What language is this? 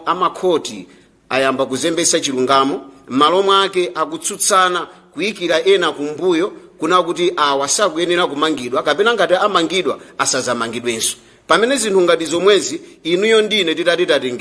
Nyanja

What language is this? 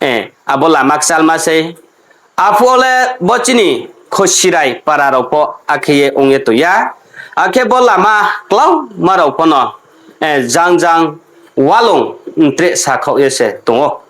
Riang (India)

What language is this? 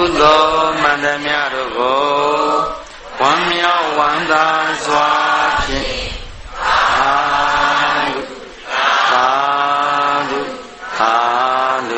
Burmese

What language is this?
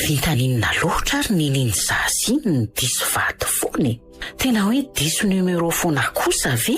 Malagasy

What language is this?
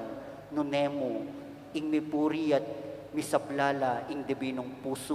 Pampanga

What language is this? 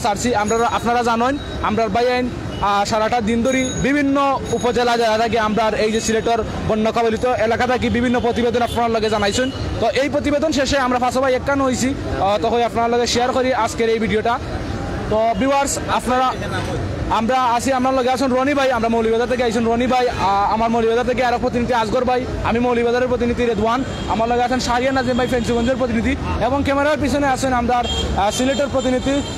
Sylheti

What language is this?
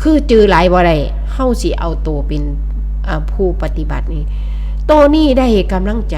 Northeastern Thai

